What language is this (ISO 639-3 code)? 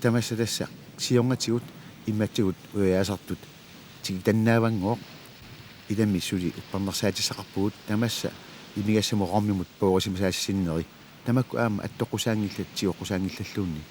kal